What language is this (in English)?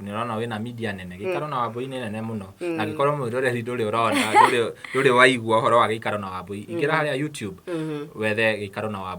Kikuyu